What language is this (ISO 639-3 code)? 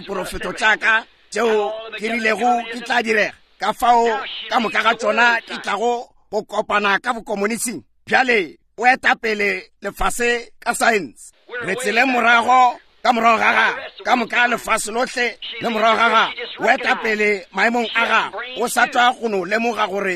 nso